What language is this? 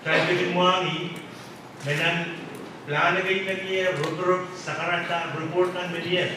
Pohnpeian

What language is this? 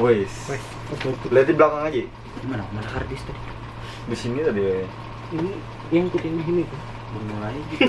Banjar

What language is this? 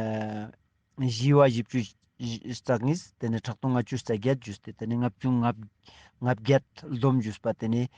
Ladakhi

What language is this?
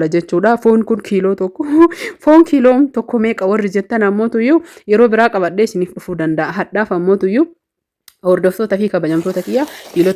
Oromo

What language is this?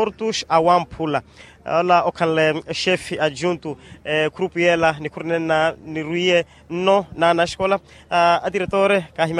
Makhuwa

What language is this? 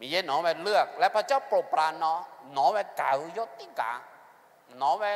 Akha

